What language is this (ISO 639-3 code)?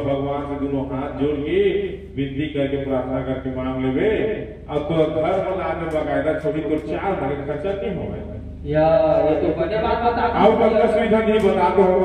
hne